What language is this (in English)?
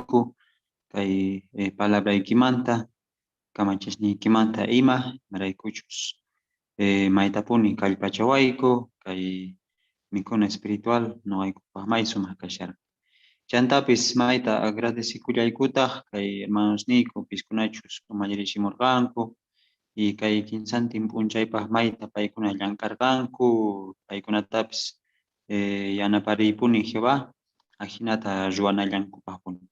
Quechua